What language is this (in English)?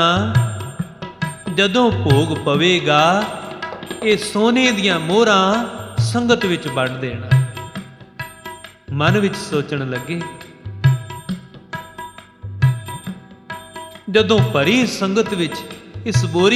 Punjabi